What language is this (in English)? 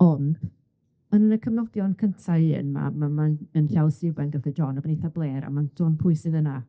Welsh